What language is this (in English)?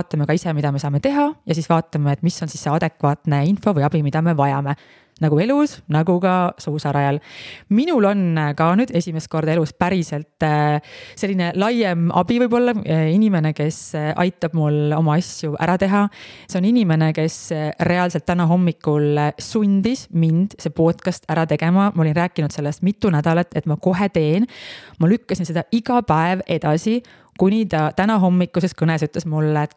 Estonian